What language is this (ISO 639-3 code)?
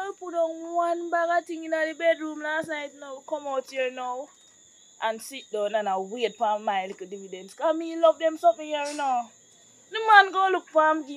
jam